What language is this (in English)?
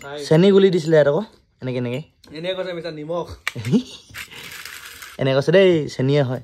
Assamese